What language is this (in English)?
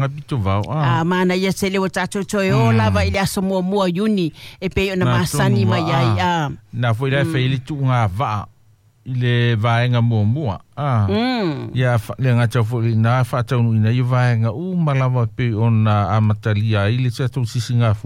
Samoan